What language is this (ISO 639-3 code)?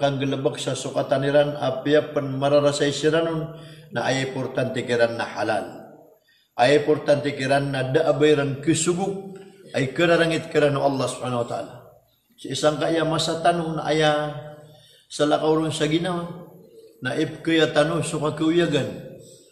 mrw